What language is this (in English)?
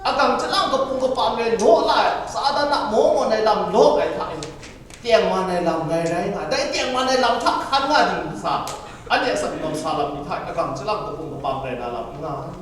Kachin